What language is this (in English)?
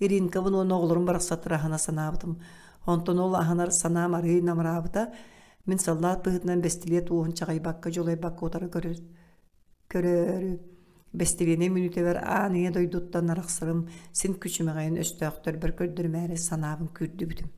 Yakut